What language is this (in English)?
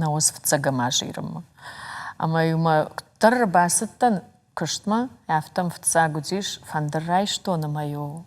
Ossetic